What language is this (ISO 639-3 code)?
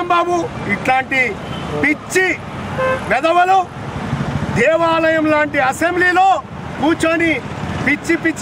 tel